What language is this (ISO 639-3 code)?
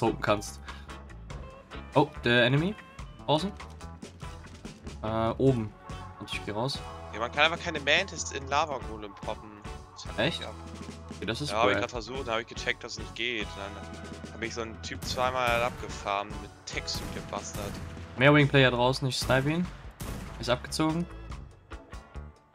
deu